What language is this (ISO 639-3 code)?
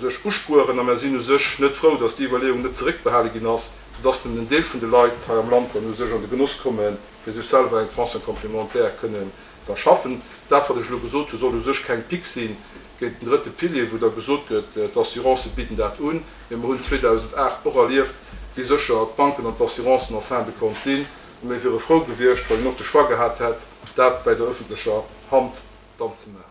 ltz